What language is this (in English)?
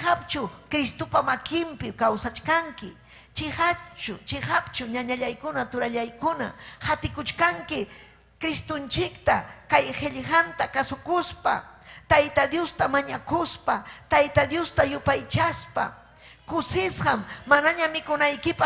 Ayacucho Quechua